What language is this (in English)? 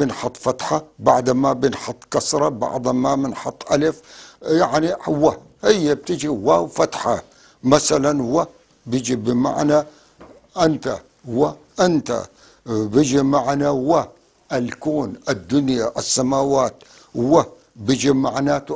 North Levantine Arabic